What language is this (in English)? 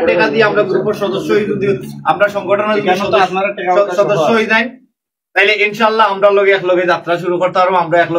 Sylheti